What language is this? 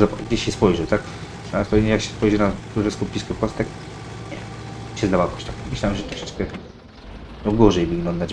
Polish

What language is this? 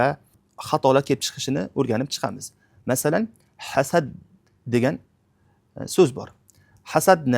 Uzbek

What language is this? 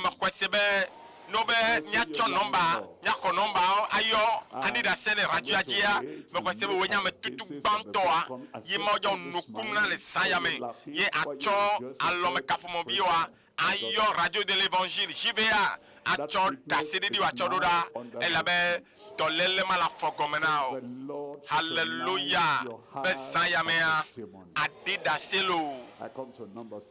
Ewe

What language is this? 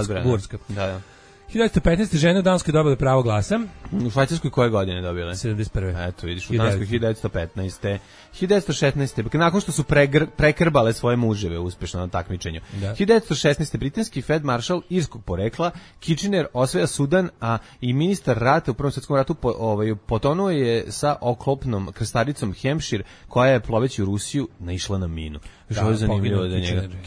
Serbian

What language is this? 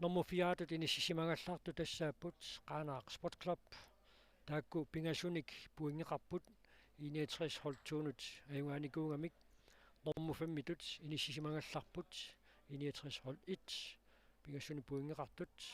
Kalaallisut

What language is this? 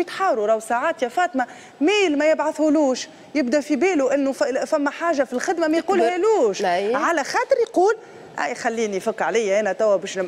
Tunisian Arabic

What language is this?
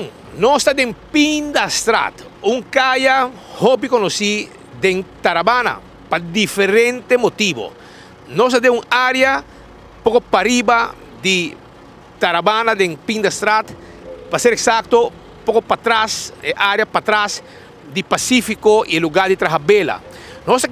Papiamento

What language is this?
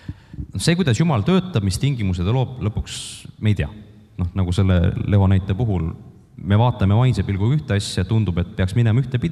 Estonian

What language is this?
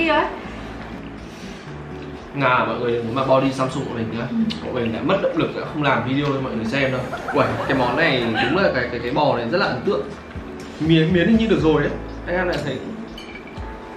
Vietnamese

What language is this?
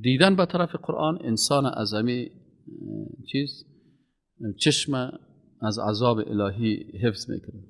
Persian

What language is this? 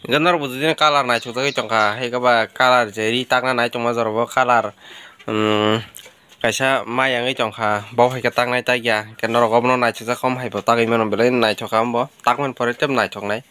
Kok Borok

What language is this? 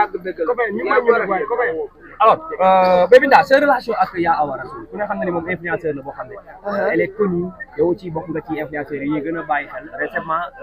Wolof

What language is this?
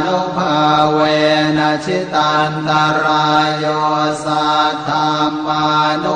Pali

